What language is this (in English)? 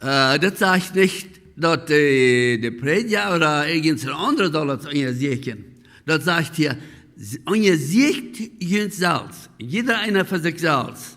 Plautdietsch